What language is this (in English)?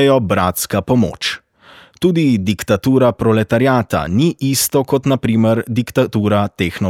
Slovenian